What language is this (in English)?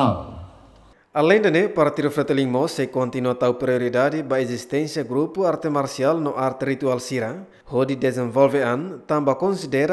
Tetum